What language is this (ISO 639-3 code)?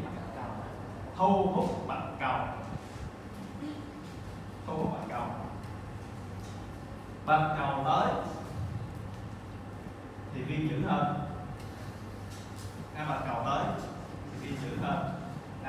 vie